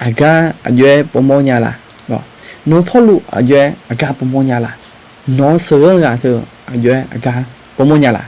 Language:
Akha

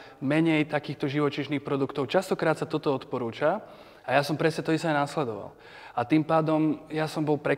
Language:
Slovak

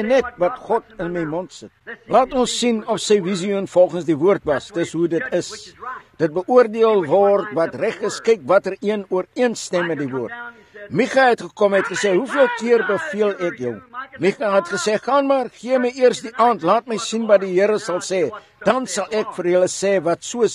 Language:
Afrikaans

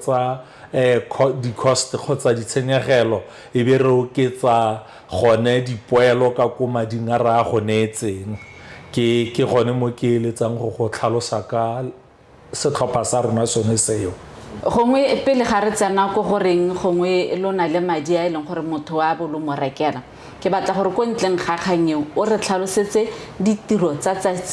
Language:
Tswana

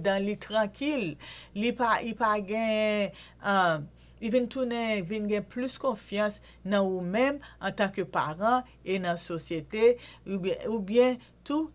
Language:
Haitian Creole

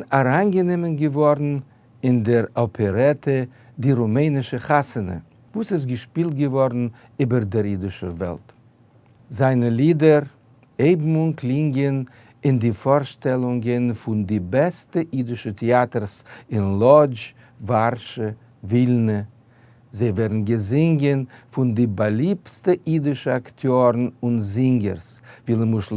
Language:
Yiddish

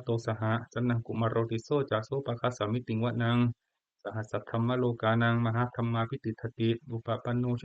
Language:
Pali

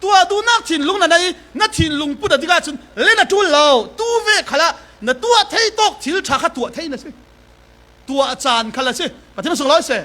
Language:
Falam Chin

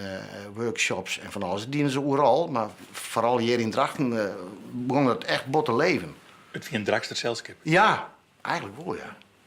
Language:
Western Frisian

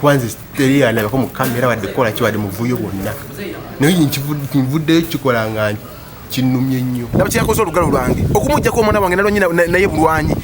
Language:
Ganda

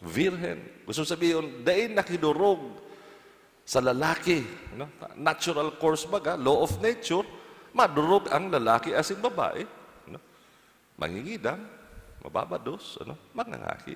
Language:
Bikol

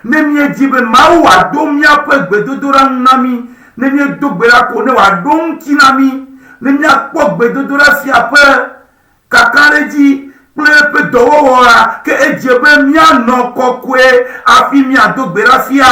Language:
Ewe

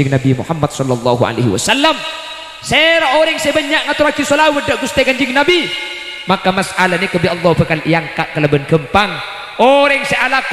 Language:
Madurese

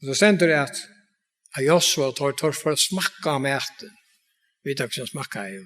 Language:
Faroese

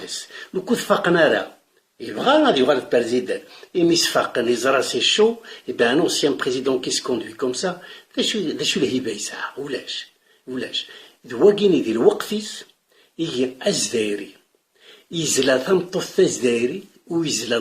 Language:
Kabyle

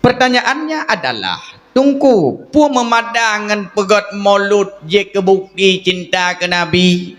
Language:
Achinese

